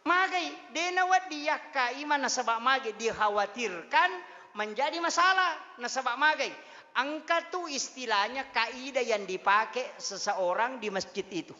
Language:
Buginese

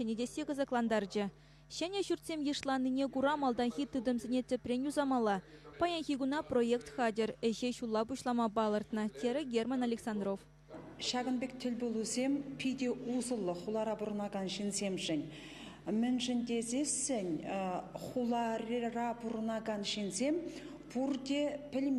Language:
Chuvash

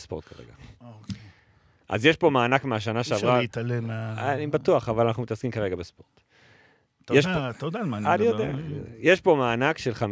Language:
Hebrew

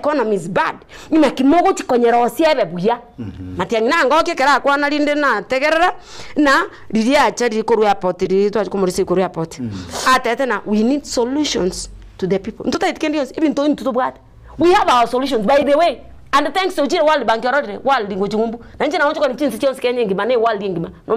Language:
Gusii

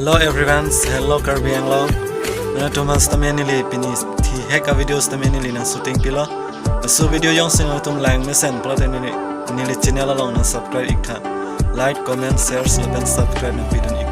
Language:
Karbi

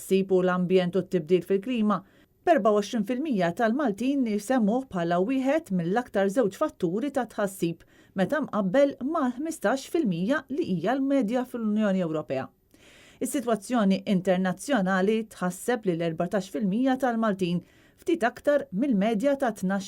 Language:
Maltese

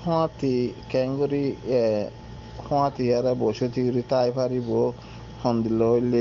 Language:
Rohingya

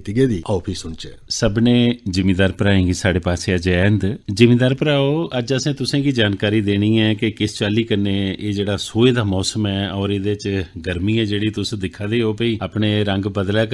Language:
Dogri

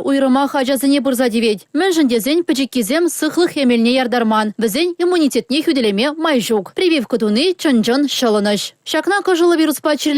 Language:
Chuvash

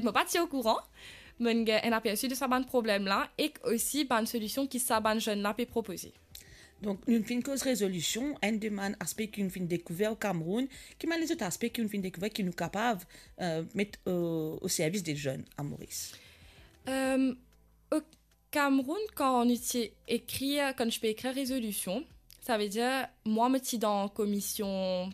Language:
Morisyen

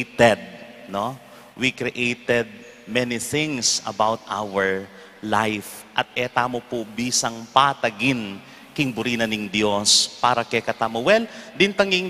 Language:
Pampanga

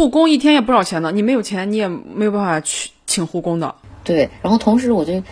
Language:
Chinese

